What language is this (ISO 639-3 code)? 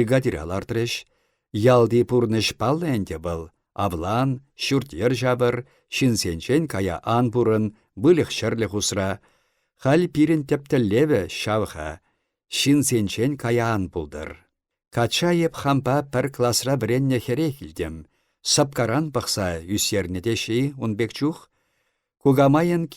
chv